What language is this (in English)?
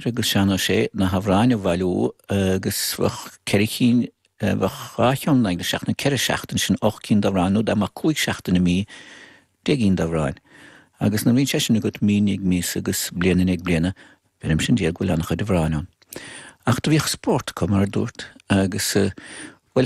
Irish